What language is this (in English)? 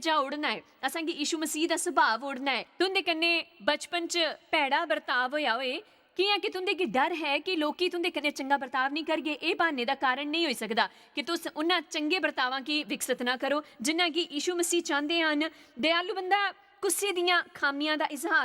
Dogri